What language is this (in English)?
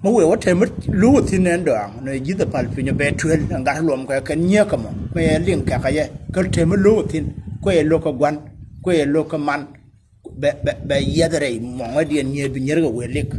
Nuer